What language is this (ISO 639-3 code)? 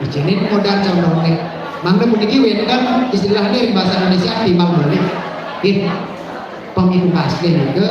ban